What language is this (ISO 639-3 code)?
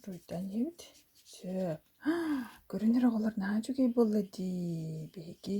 sah